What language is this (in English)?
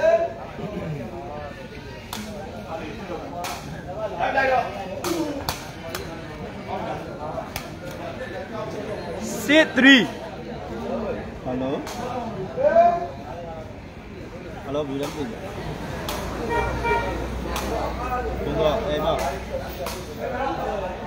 Burmese